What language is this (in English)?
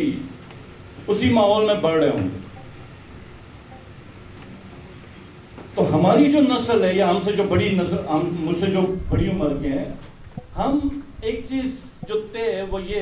Urdu